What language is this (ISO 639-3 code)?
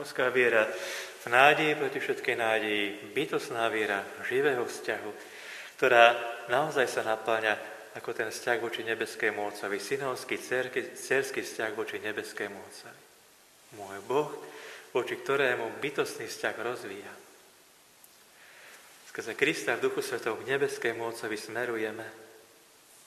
slk